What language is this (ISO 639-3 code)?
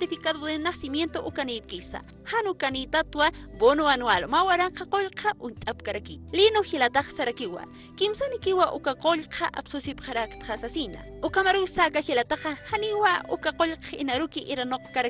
aym